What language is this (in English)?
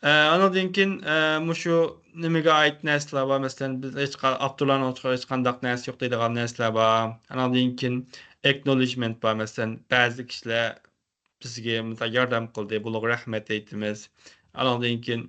Uyghur